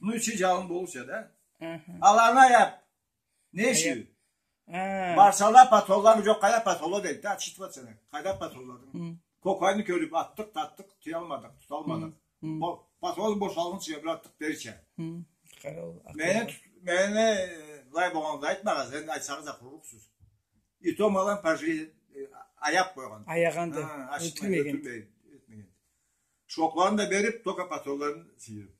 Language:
Karachay-Balkar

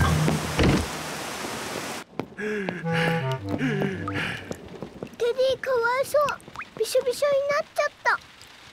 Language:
Japanese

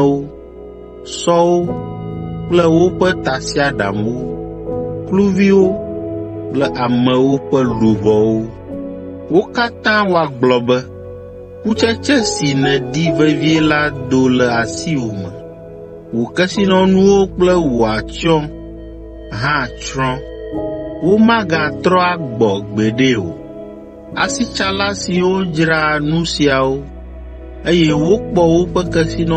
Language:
Ewe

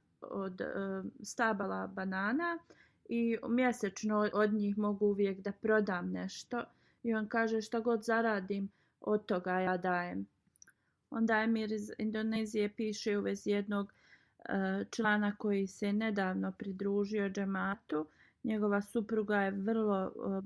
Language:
Bosnian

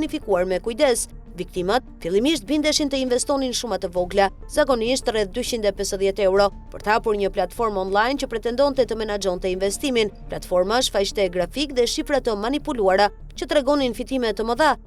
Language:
Albanian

